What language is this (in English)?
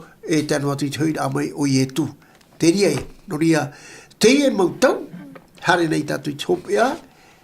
Tahitian